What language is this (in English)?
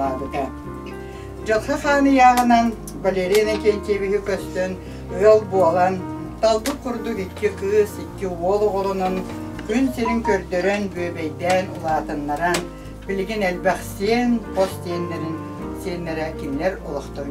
Yakut